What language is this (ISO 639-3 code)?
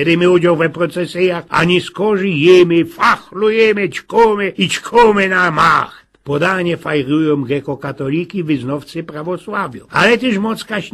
szl